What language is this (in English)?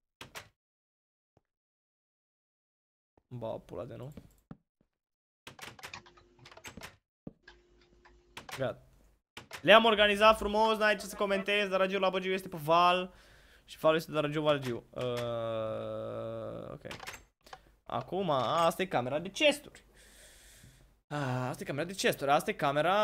Romanian